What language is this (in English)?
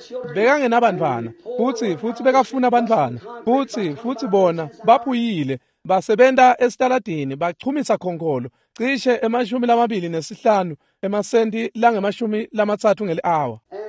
Swati